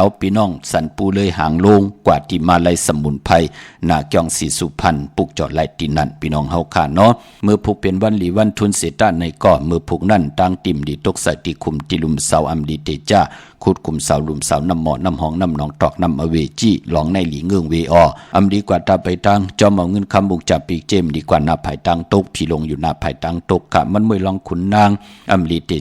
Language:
Shan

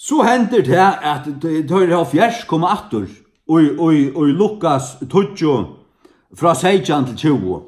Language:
Faroese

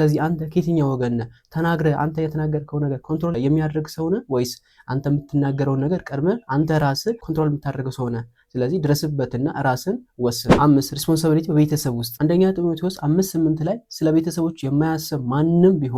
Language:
Amharic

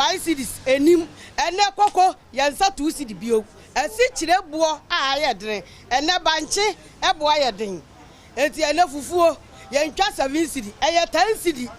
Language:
Akan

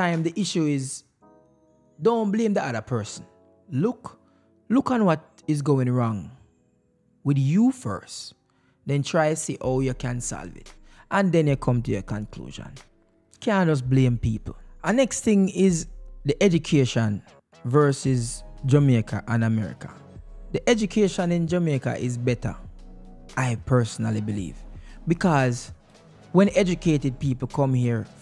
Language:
Jamaican Creole English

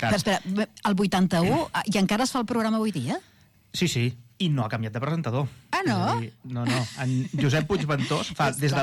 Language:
Catalan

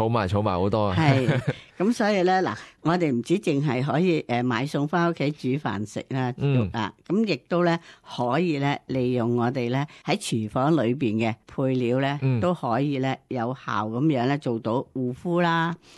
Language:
Cantonese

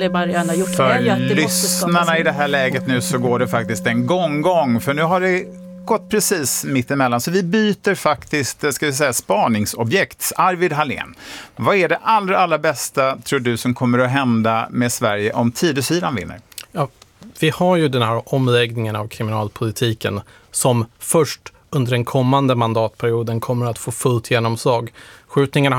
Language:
Swedish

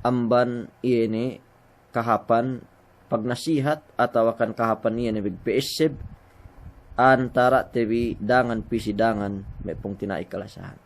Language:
Yakan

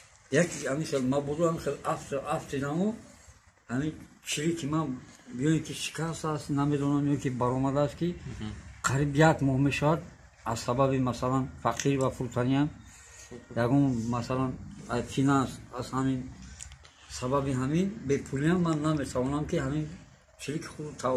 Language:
Tajik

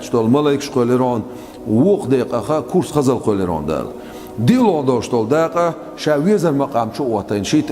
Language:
Chechen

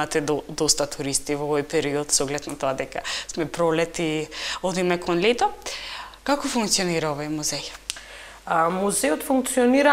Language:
Macedonian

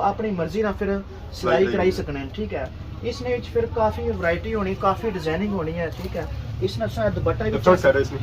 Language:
Pahari-Potwari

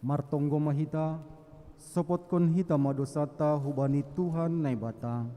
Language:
Batak Simalungun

